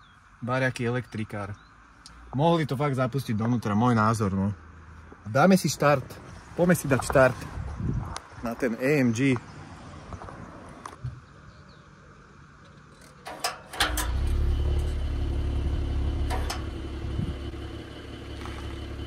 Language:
Slovak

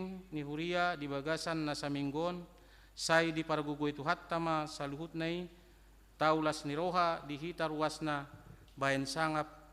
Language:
Batak Toba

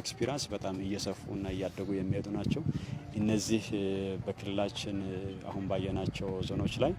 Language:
Amharic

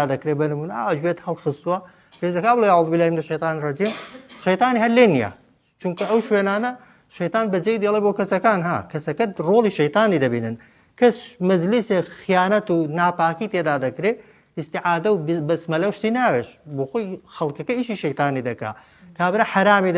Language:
Central Kurdish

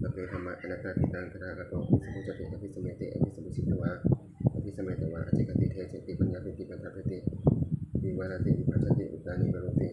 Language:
Pali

